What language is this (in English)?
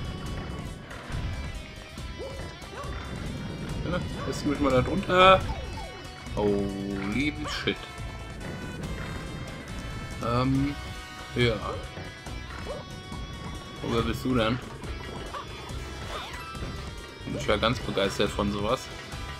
German